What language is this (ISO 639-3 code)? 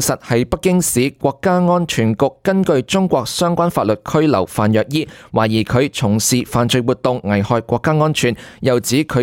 yue